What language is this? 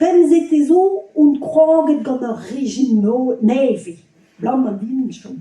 Breton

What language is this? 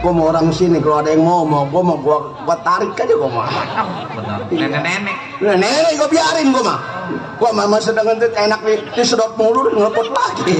Betawi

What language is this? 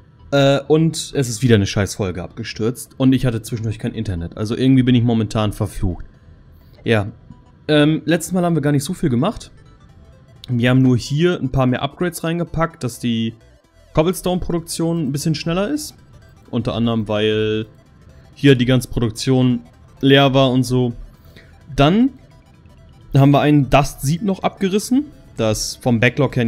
German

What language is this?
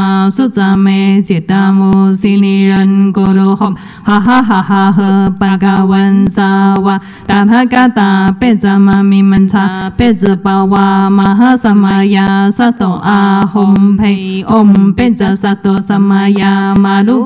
Chinese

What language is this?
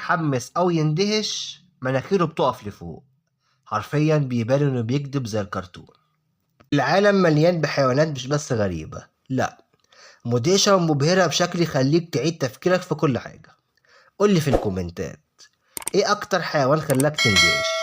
Egyptian Arabic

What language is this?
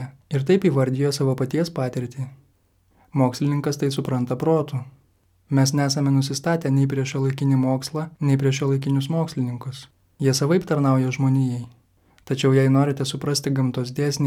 Lithuanian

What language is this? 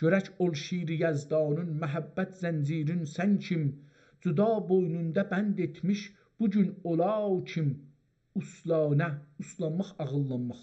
South Azerbaijani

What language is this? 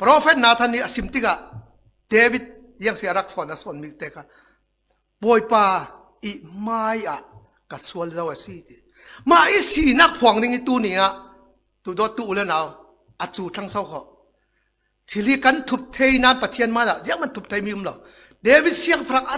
Falam Chin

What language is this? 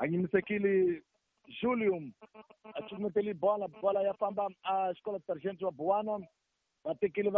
Tsonga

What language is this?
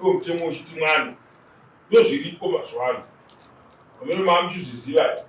Shona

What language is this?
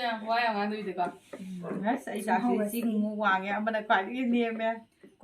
Manipuri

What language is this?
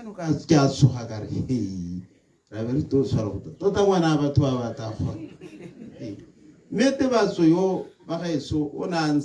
Tswana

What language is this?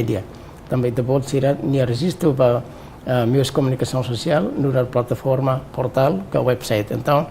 Tetum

